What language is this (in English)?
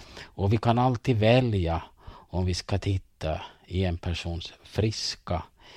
Swedish